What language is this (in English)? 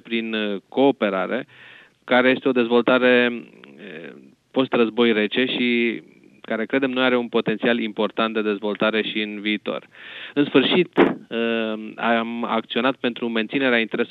Romanian